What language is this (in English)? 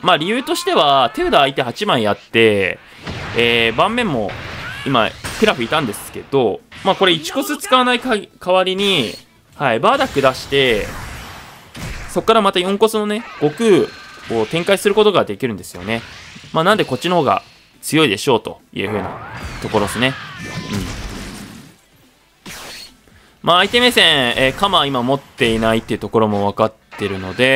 Japanese